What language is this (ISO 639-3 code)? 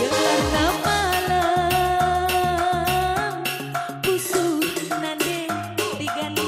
btx